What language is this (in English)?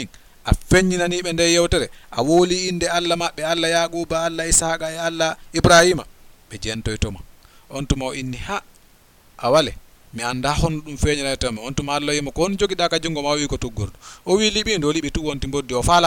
Fula